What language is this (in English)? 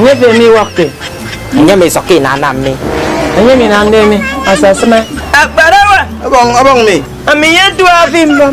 Efik